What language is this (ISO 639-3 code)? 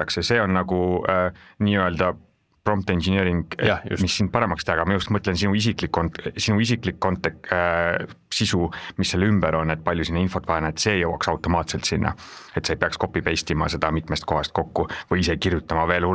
est